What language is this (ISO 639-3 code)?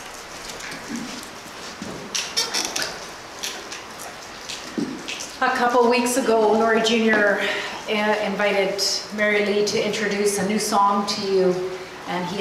eng